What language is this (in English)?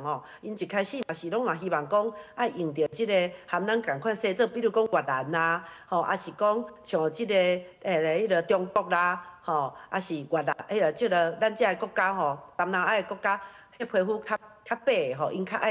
Min Nan Chinese